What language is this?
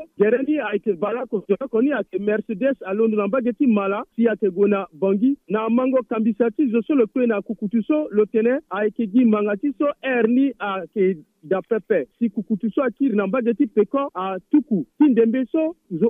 Sango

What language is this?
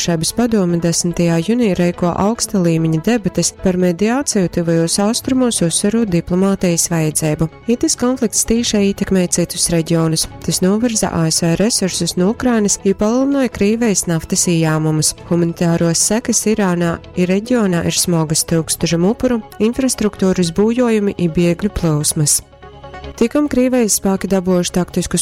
Latgalian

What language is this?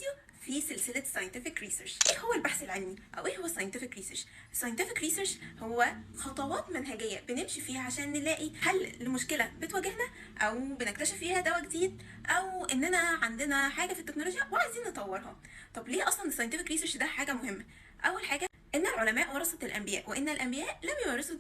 Egyptian Arabic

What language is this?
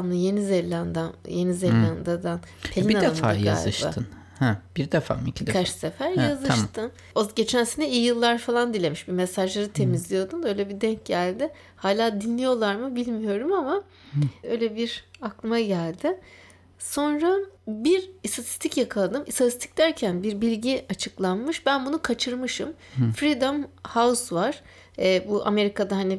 Turkish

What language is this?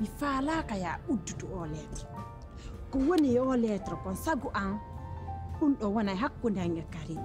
Pular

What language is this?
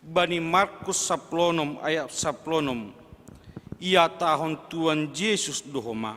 Batak Simalungun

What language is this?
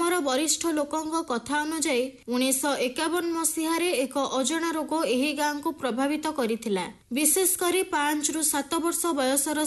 Odia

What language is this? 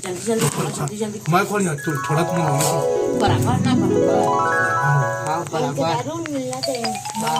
Chhattisgarhi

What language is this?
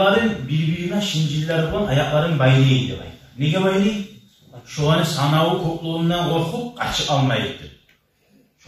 Kumyk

